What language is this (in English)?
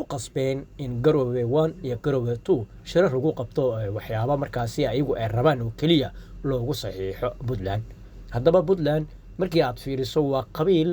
Somali